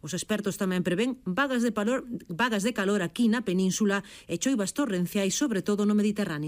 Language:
Galician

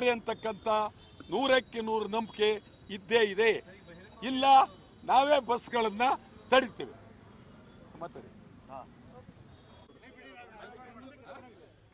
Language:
Kannada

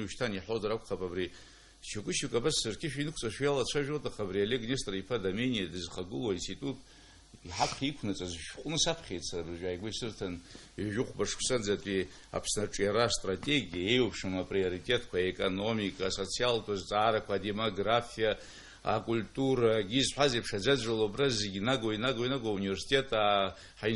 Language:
Abkhazian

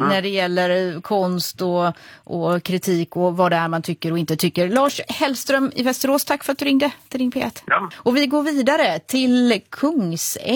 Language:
Swedish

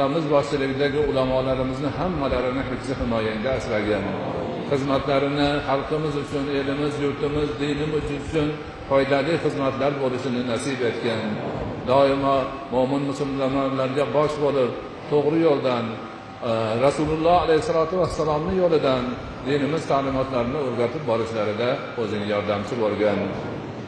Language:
Uzbek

